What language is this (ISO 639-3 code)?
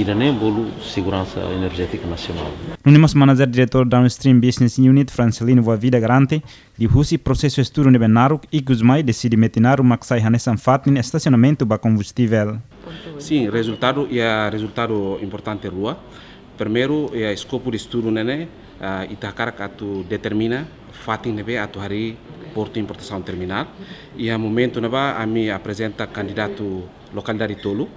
tet